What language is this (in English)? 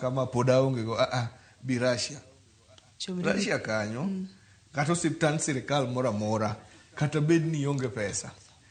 Luo (Kenya and Tanzania)